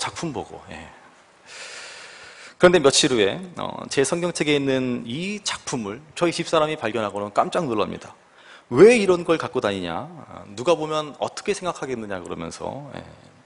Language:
Korean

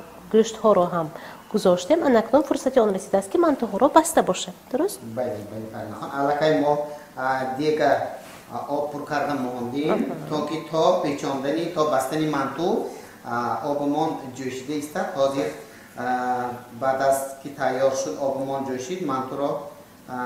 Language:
Tajik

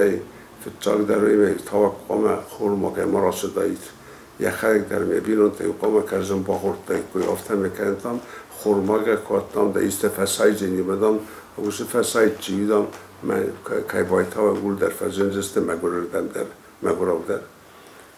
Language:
Ossetic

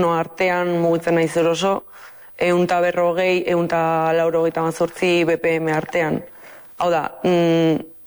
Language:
Basque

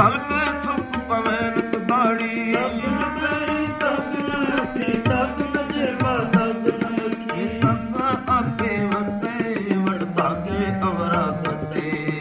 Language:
Punjabi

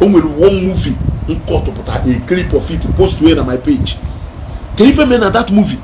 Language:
Igbo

